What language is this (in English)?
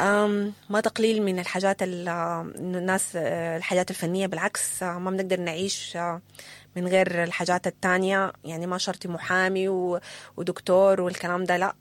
Sudanese Arabic